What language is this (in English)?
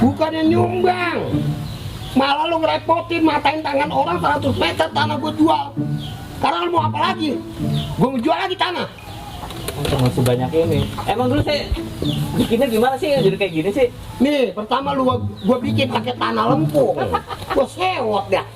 Betawi